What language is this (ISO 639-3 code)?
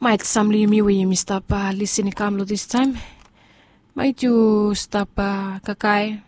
bis